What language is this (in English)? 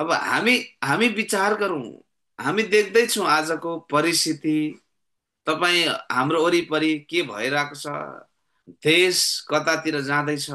Nepali